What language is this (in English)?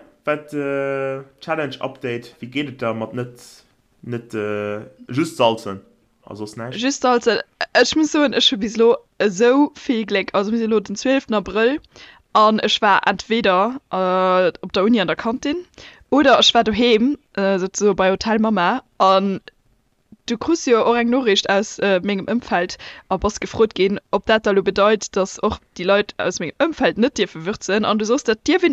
Luxembourgish